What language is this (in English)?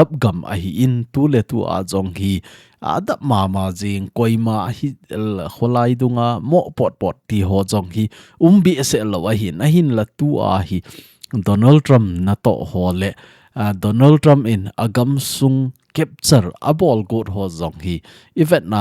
Thado Chin